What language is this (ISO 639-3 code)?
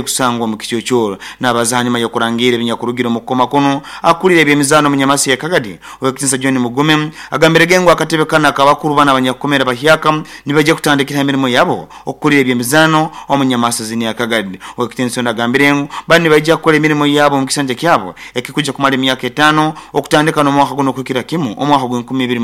nyo